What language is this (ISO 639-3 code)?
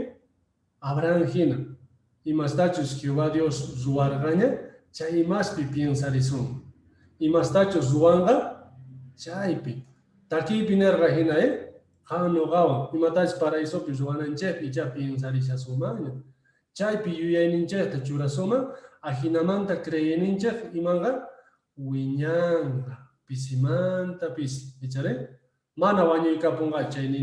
que